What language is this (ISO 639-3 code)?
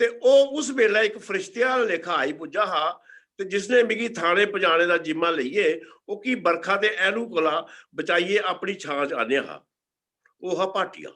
doi